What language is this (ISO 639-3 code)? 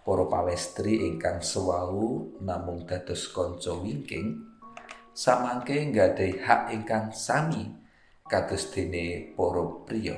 jav